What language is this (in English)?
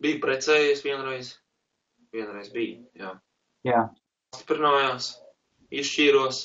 Latvian